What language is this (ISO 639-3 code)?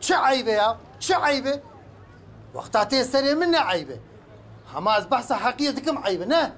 kur